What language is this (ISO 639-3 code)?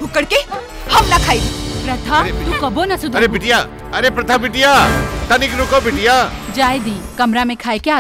bho